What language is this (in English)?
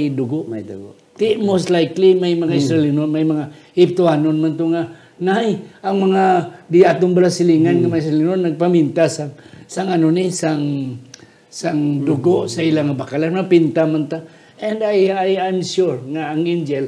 Hiligaynon